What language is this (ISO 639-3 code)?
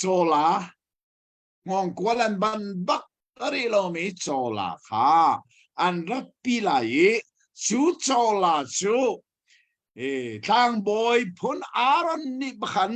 cnh